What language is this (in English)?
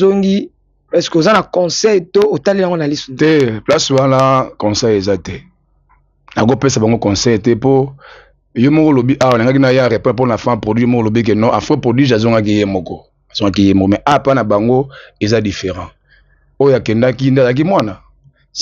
Lingala